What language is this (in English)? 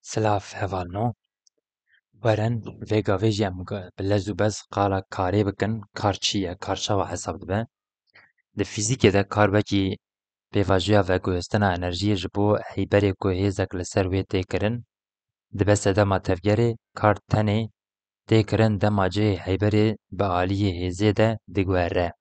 Kurdish